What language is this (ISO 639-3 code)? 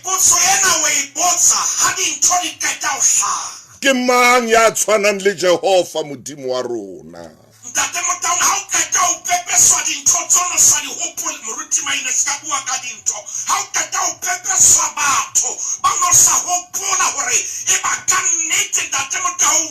sot